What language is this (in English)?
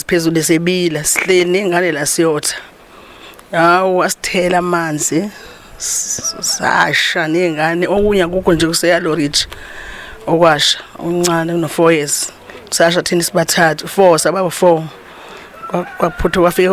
Zulu